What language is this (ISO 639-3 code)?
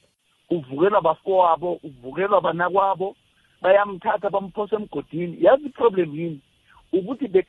nbl